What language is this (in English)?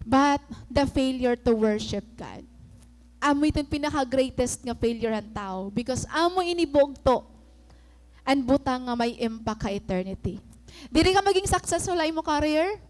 Waray